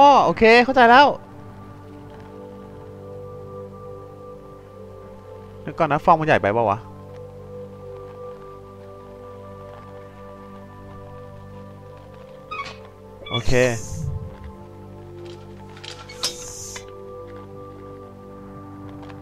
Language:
Thai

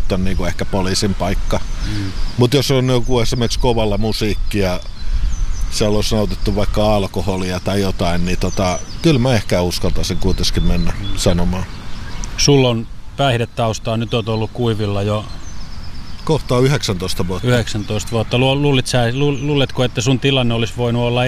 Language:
Finnish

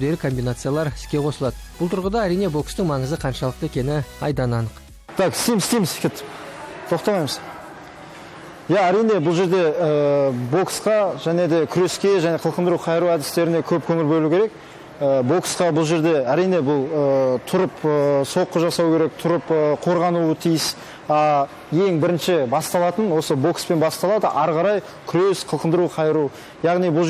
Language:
Kazakh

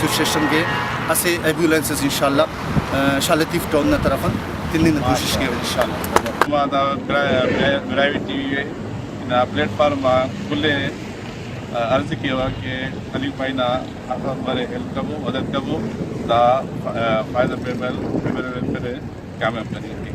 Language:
Brahui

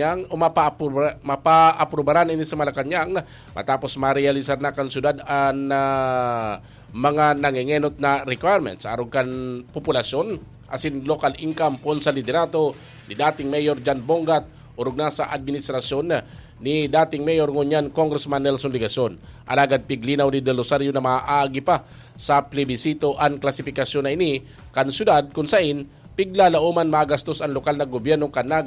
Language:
Bikol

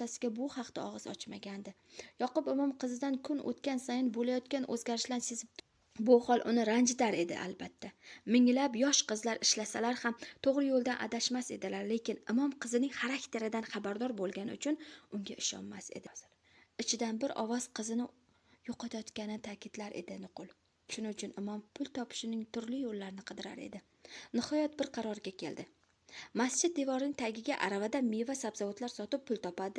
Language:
Uzbek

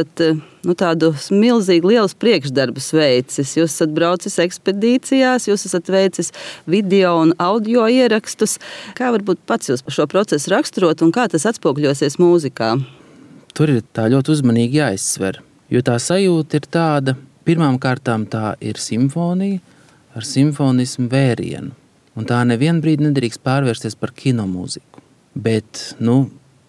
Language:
Latvian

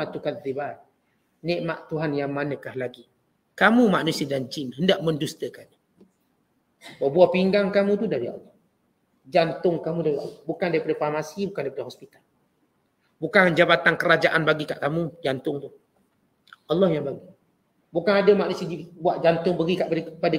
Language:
Malay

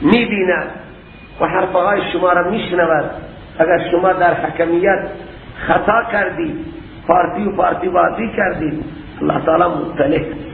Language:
Persian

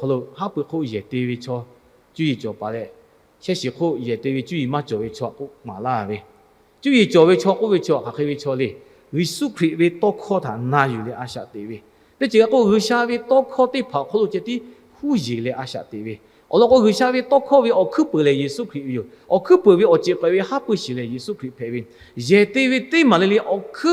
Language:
Lahu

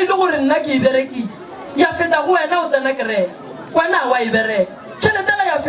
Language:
Northern Sotho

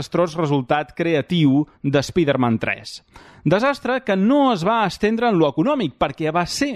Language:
Catalan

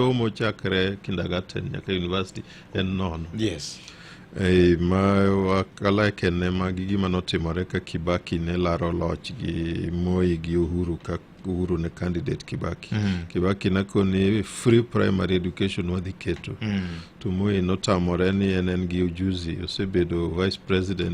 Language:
Luo (Kenya and Tanzania)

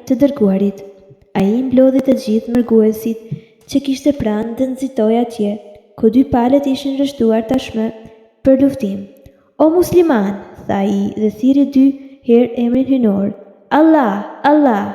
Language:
Albanian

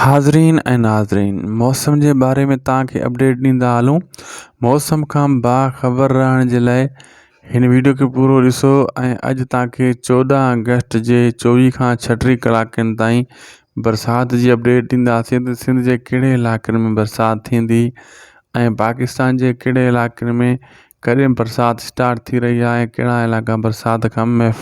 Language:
Sindhi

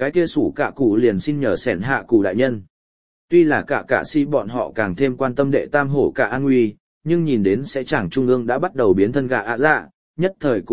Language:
Vietnamese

